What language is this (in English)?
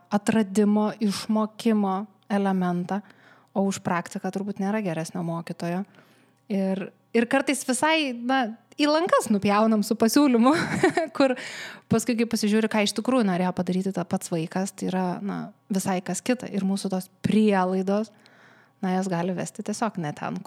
Lithuanian